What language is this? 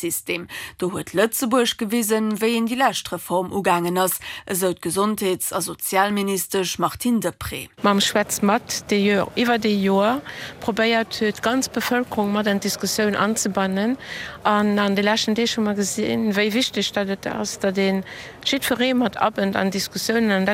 Luxembourgish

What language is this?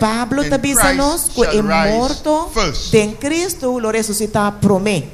Papiamento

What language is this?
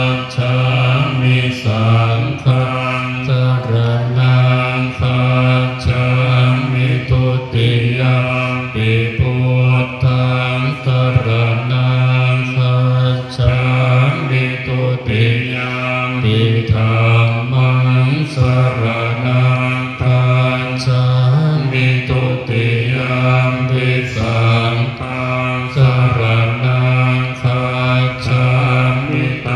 Pali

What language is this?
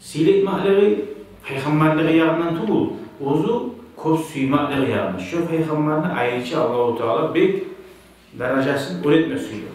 Kumyk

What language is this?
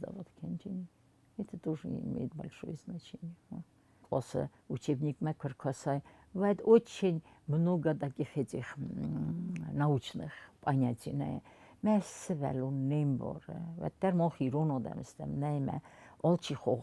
Ossetic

